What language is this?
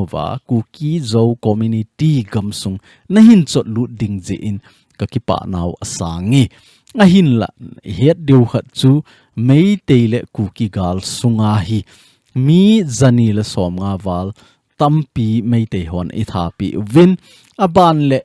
Thado Chin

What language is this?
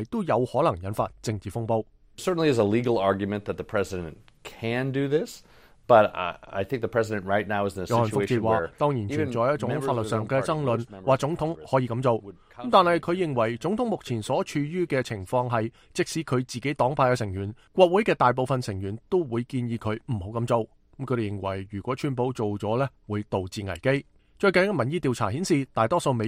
Cantonese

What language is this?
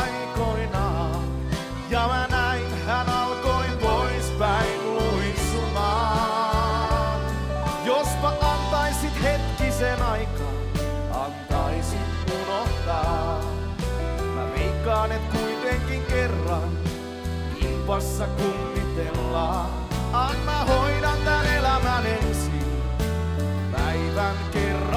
Finnish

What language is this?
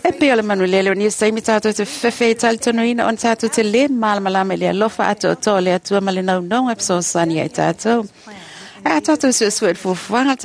Samoan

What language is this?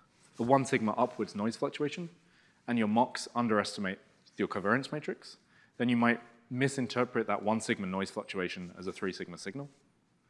English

